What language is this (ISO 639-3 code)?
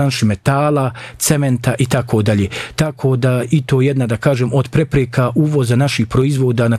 bos